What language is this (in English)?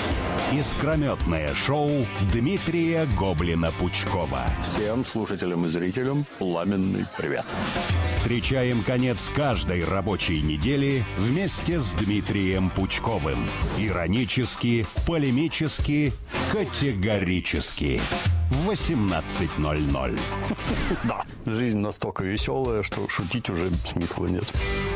Russian